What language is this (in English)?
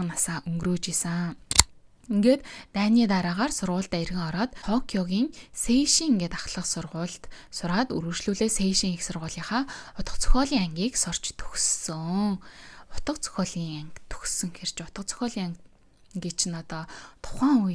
Mongolian